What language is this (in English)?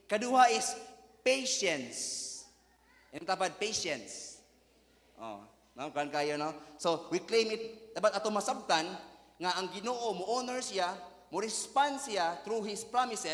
Cebuano